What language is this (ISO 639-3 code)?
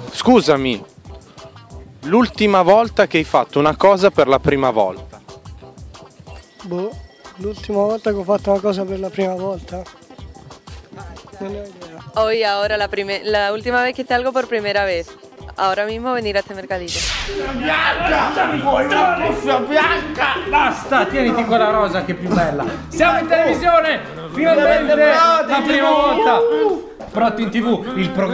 ita